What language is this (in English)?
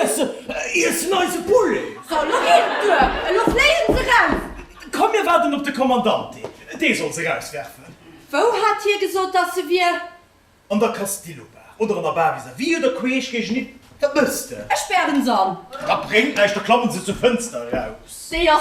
Luxembourgish